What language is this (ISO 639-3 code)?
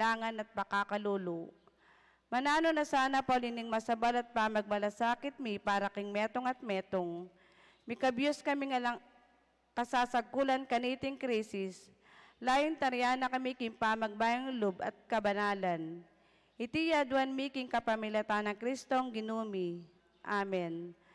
pam